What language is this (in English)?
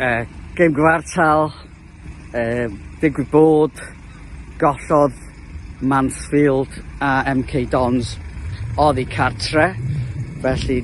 Welsh